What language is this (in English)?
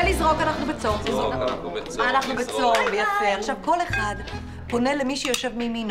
Hebrew